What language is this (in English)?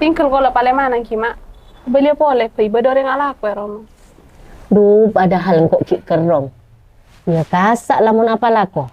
Madurese